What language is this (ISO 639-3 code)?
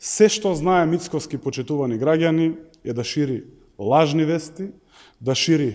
mkd